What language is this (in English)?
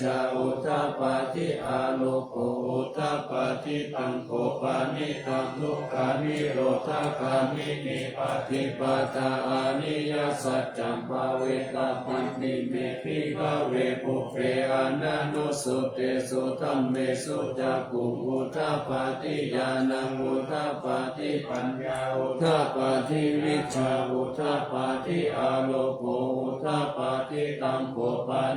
Pali